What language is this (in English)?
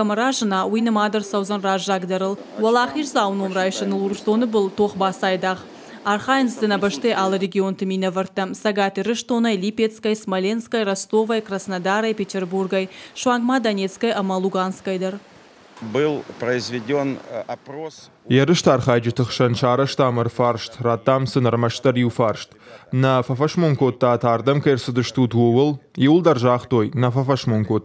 Ossetic